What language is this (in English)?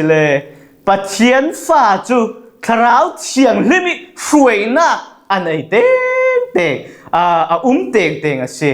Falam Chin